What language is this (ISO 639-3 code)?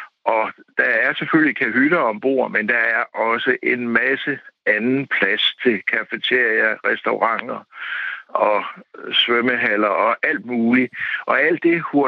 dan